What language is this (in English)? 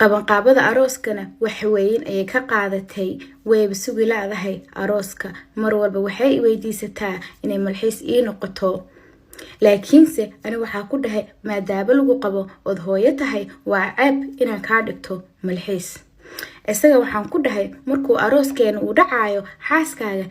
Somali